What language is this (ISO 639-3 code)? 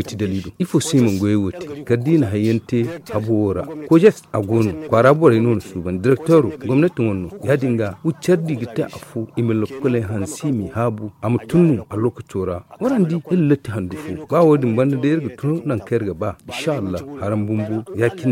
dje